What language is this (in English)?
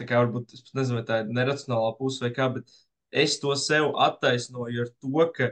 Latvian